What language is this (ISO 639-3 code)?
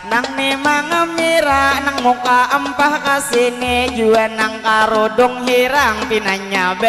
bjn